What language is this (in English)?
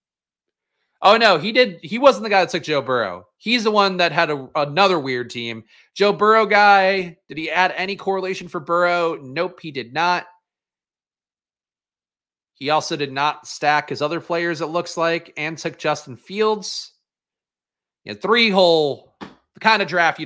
English